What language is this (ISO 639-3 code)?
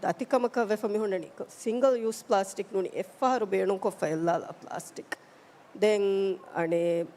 div